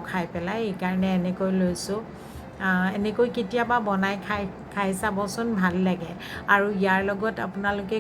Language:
Assamese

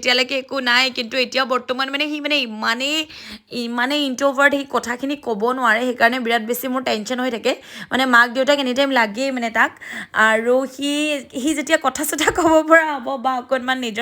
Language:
Assamese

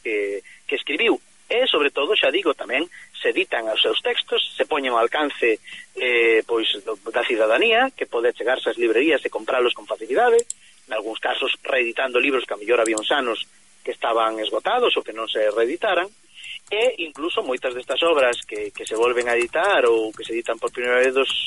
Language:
Galician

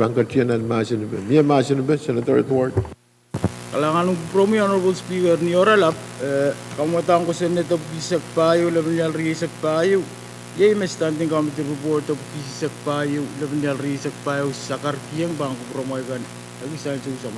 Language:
Pohnpeian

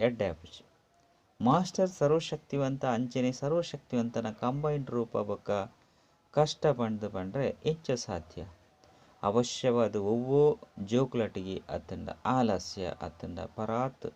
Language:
Tulu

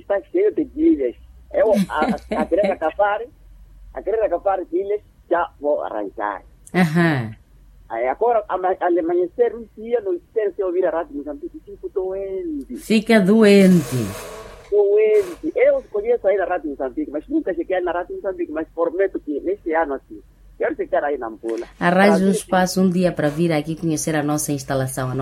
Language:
Portuguese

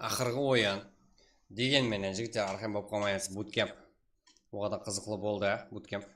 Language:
Kara-Kalpak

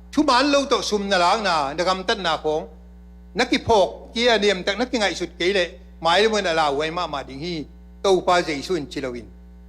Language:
Tedim Chin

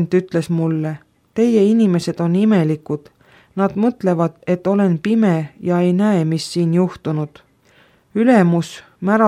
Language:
Estonian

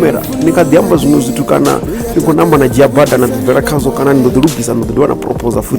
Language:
Venda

